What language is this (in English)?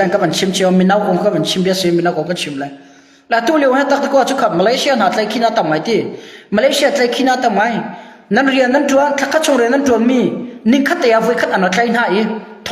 Hakha Chin